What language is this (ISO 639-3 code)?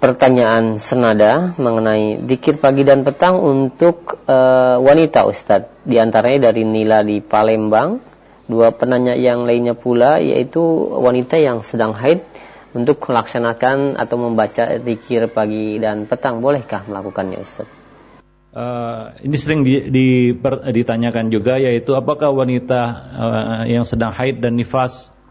ind